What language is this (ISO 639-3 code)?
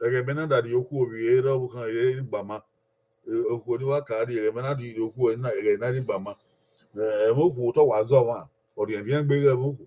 bin